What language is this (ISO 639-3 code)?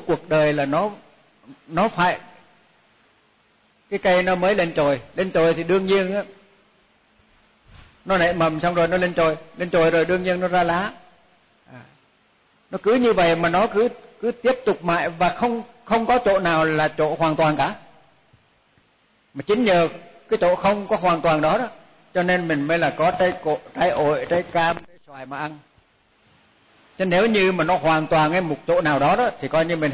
vie